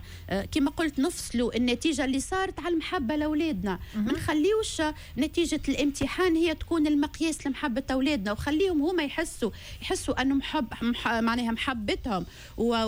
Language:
Tunisian Arabic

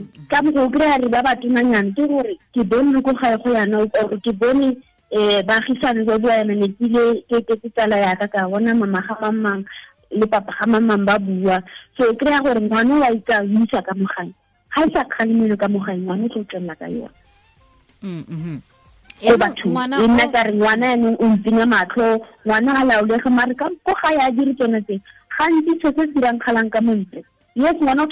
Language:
Tswana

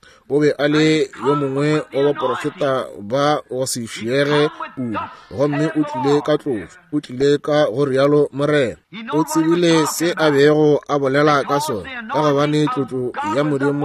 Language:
Northern Sotho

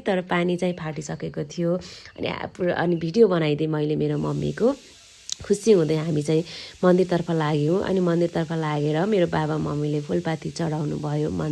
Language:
Nepali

